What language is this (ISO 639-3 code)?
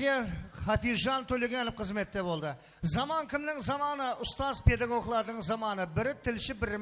kaa